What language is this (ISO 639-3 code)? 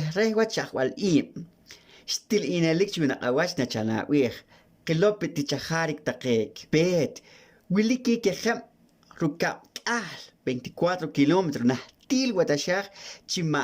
poh